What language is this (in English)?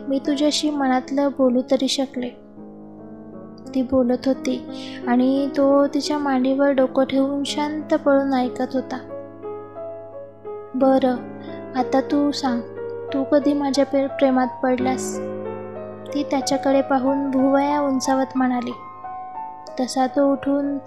Marathi